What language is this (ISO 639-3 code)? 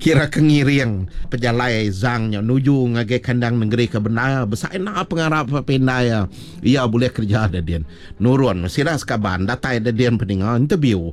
iba